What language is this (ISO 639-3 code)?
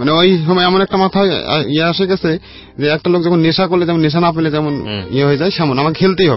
ben